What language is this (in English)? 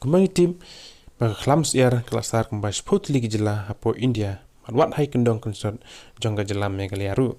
Khasi